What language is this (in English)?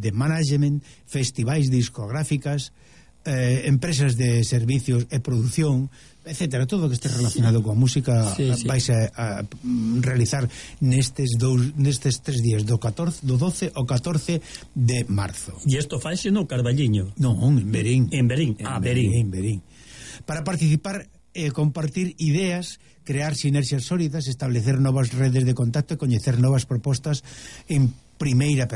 Galician